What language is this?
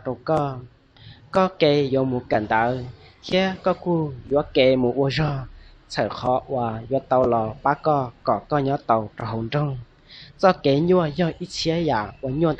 Hmong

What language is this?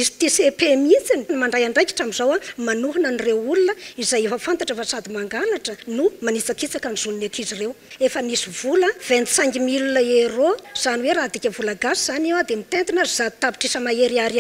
Malagasy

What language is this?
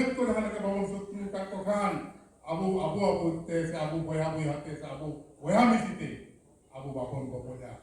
Santali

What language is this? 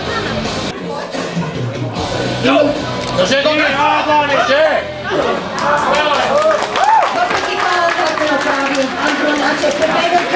Bulgarian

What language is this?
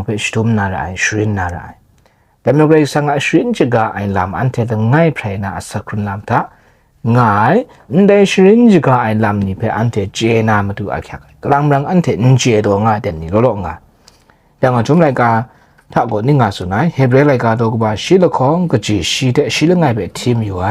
Kachin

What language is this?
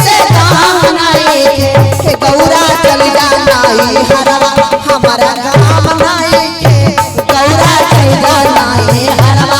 Magahi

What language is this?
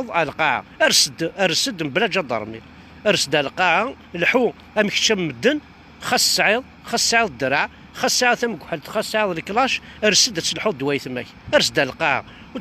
Kabyle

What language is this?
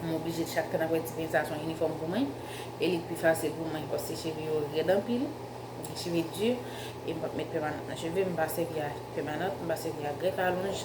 Haitian Creole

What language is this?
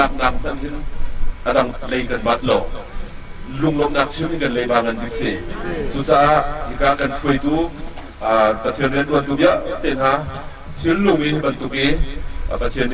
Hakha Chin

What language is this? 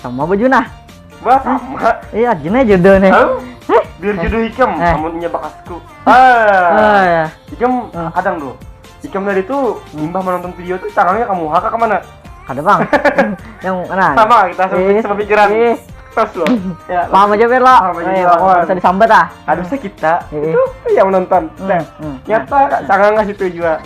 Banjar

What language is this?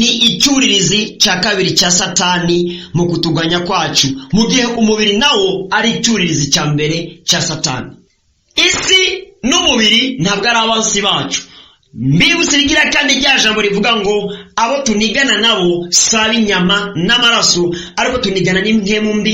Rundi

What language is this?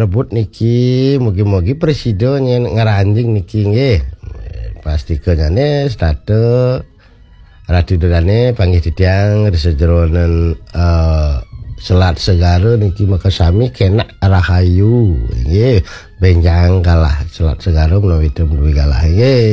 Balinese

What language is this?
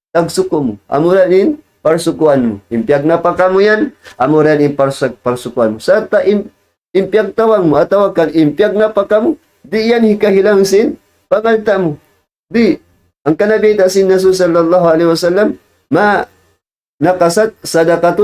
Tausug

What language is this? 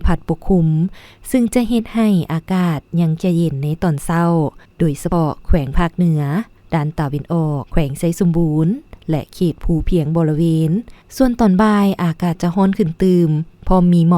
Lao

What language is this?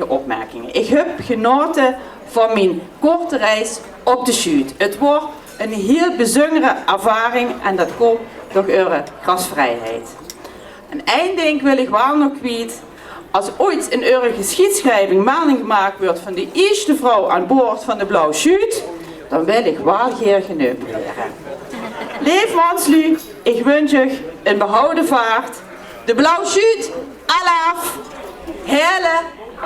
Limburgish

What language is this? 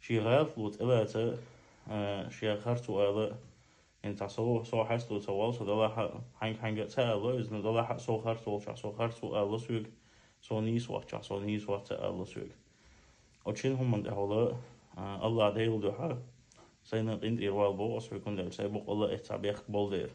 Chechen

